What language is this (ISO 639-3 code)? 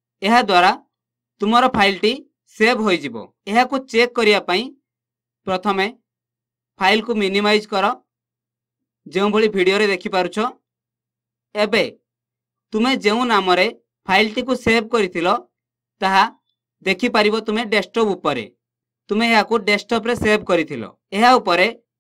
ori